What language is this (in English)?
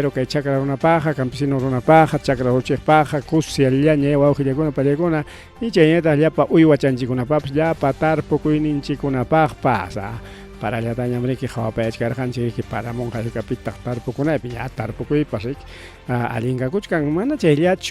Ayacucho Quechua